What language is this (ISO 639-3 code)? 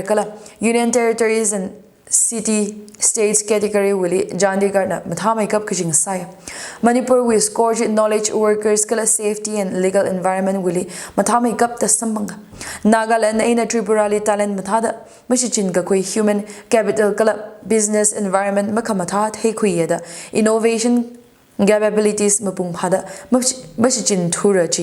nmf